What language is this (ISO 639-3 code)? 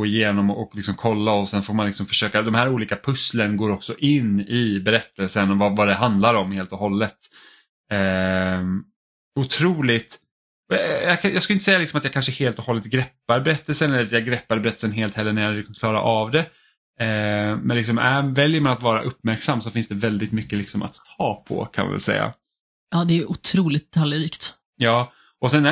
swe